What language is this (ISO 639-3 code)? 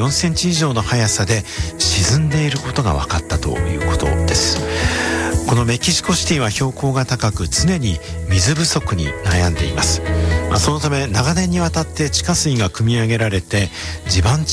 jpn